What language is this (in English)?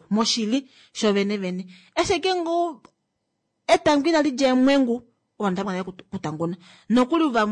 Kuanyama